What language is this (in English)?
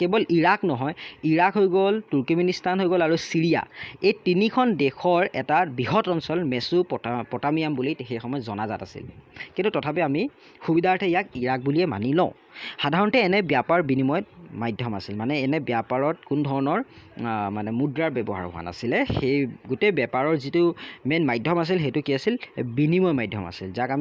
Assamese